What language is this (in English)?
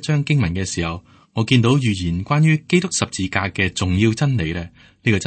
Cantonese